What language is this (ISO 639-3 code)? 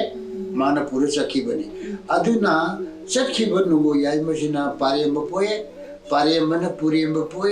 mni